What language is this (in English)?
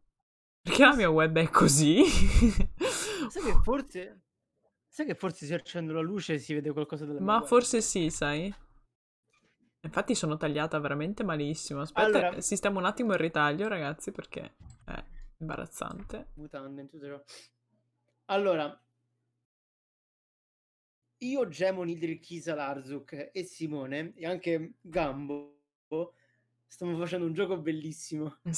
Italian